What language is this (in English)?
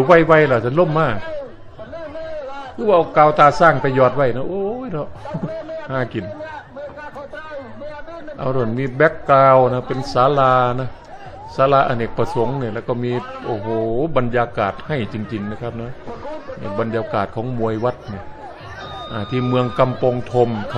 Thai